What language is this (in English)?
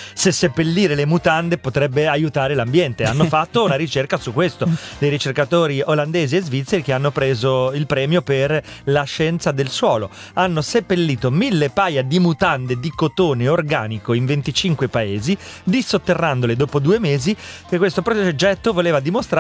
Italian